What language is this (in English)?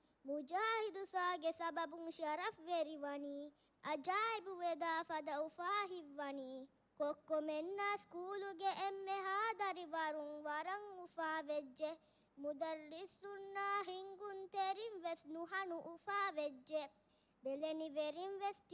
Divehi